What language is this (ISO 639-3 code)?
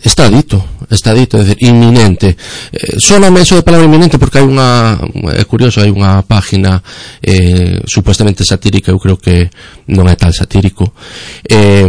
glg